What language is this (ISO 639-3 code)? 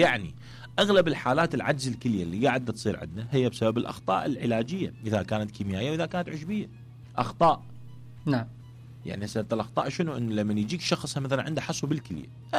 acm